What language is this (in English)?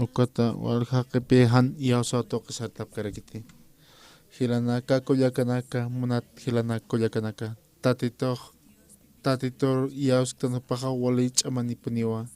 Aymara